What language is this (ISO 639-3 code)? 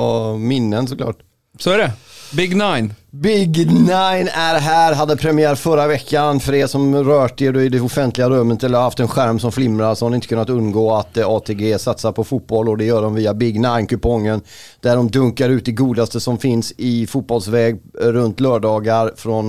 swe